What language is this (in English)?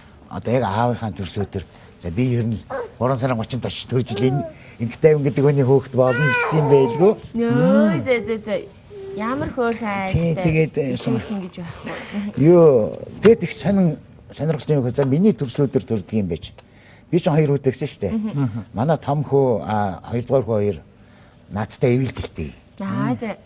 Mongolian